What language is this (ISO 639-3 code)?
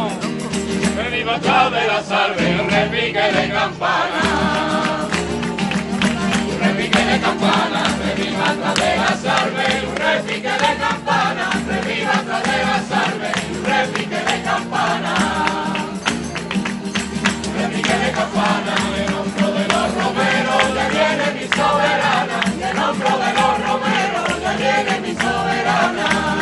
spa